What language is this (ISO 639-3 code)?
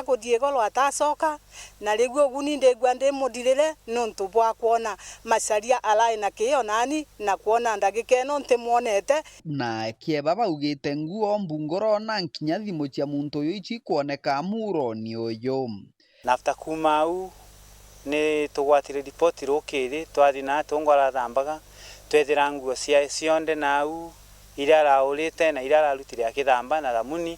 mer